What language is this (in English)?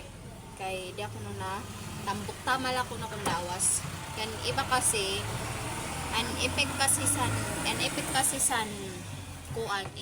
Waray